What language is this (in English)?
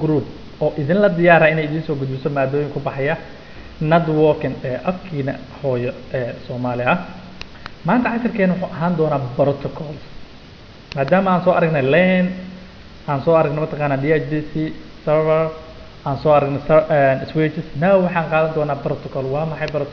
Somali